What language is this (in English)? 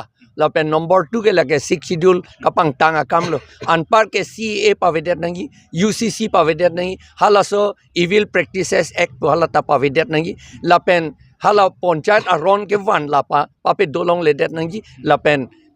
Karbi